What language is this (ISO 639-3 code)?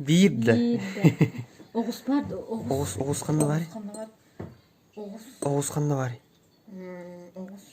sah